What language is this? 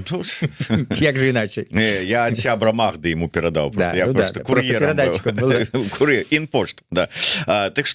Belarusian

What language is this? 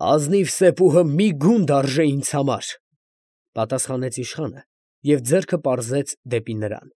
Armenian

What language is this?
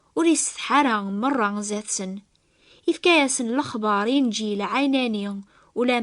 Kabyle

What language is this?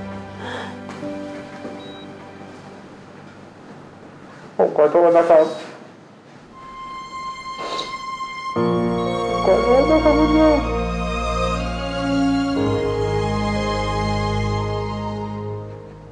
Thai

